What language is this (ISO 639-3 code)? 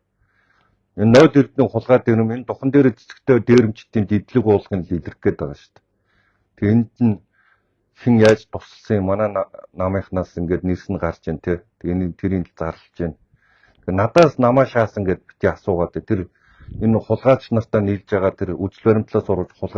mon